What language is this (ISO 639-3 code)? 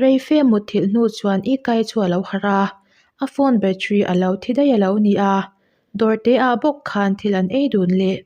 lus